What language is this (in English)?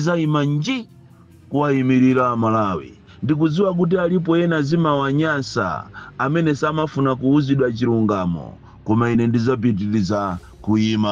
Nyanja